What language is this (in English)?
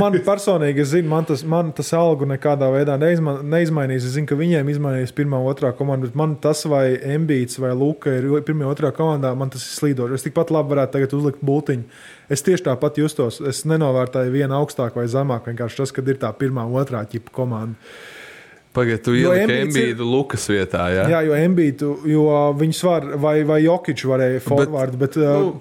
Latvian